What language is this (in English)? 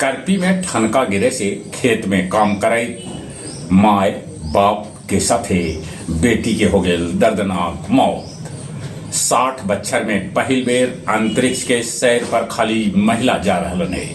Magahi